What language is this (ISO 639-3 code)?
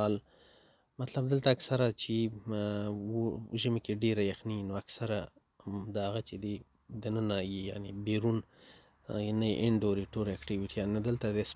pus